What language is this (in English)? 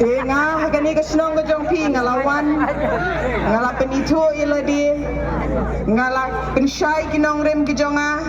Khasi